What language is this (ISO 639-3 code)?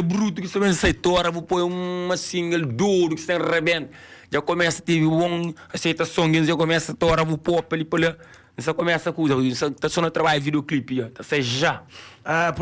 kea